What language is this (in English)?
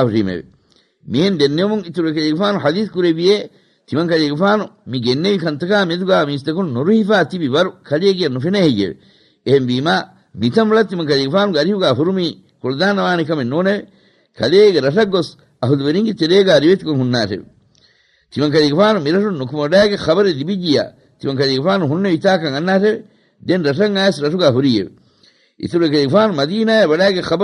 Divehi